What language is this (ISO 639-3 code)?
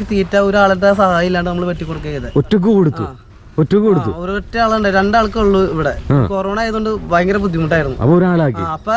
mal